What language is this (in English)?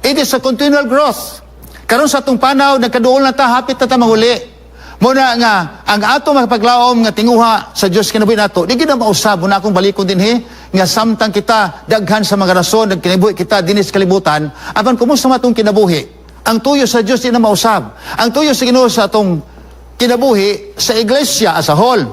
Cebuano